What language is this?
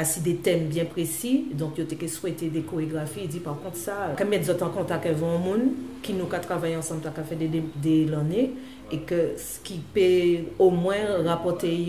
Guadeloupean Creole French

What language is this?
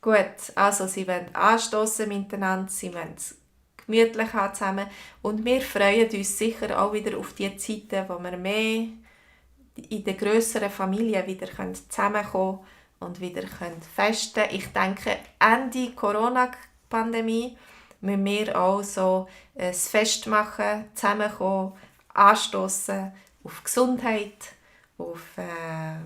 Swiss German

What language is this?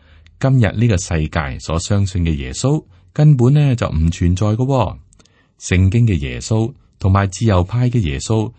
Cantonese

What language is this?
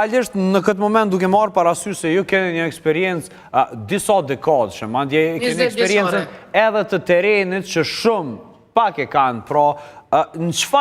Albanian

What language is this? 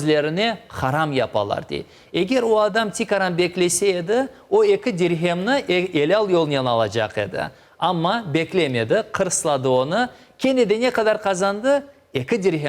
Crimean Tatar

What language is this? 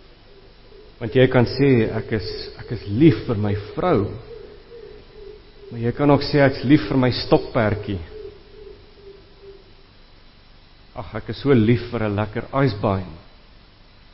Afrikaans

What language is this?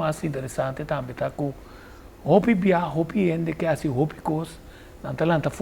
Papiamento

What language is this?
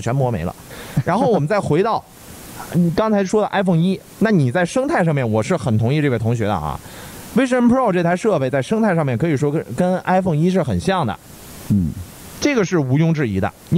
Chinese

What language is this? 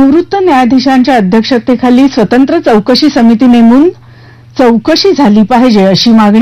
Marathi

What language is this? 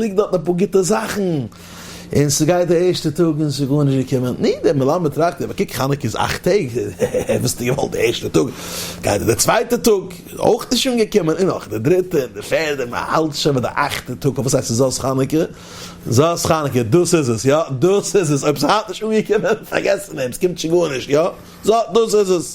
Yiddish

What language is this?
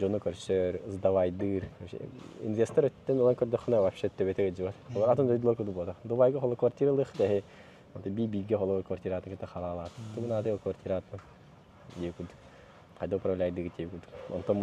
Yakut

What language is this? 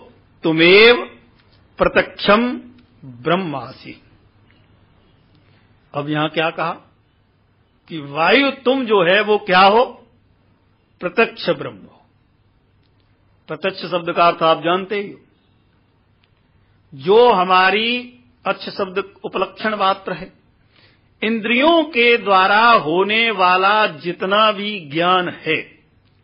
Hindi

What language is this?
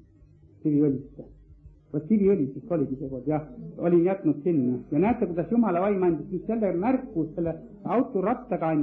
Estonian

